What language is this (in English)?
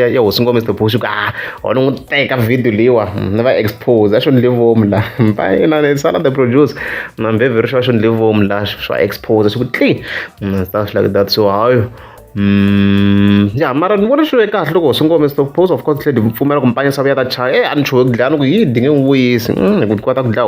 Tsonga